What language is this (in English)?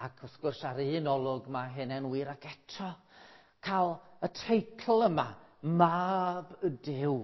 Welsh